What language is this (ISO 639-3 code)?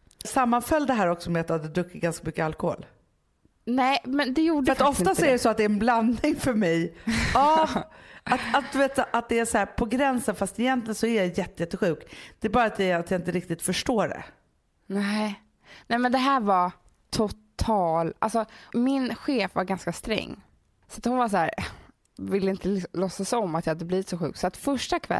swe